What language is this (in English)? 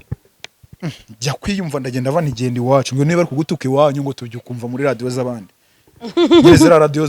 Kinyarwanda